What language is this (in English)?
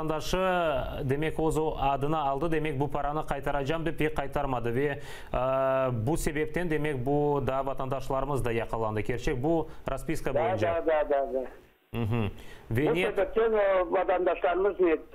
Crimean Tatar